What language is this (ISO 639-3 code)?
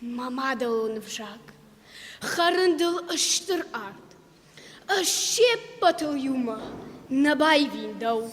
oss